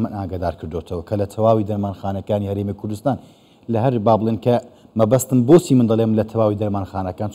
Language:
Central Kurdish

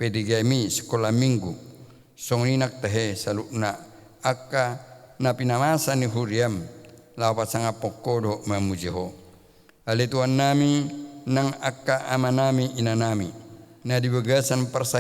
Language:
Batak Toba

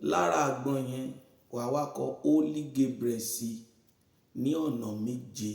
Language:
Yoruba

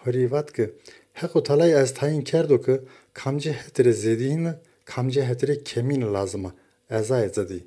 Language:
Zaza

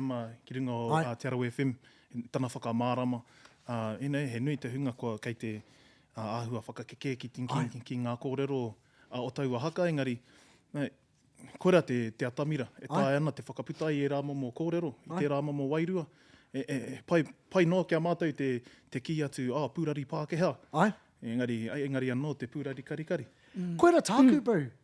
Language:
Māori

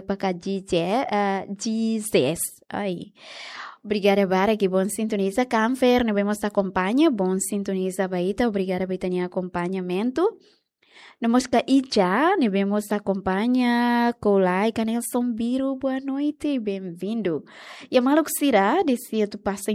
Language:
Tetum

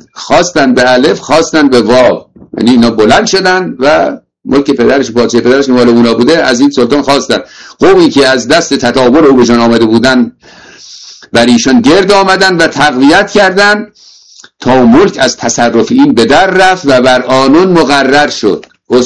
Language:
Persian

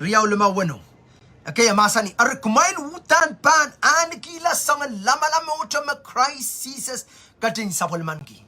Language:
Pohnpeian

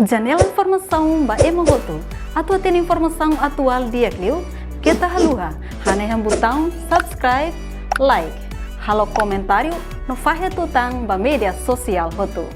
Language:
Tetum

